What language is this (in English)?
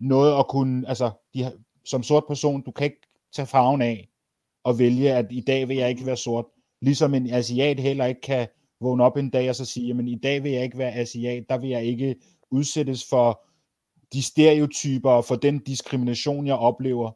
Danish